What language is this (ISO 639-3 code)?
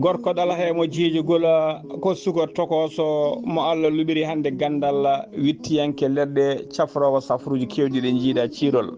ful